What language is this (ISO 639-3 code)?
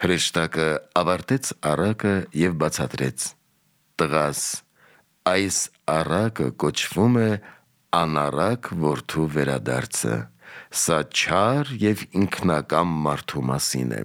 hye